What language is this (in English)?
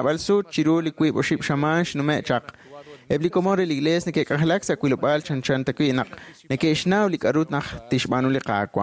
Kekchí